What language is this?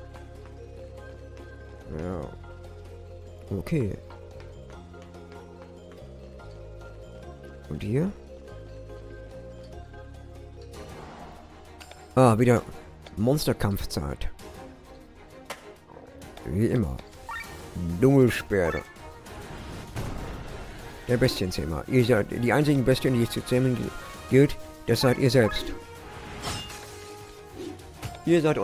German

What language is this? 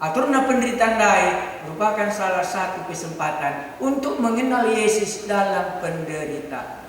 Batak Karo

